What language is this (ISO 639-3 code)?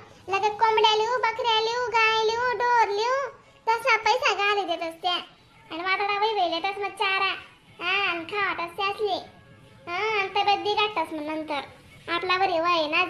khn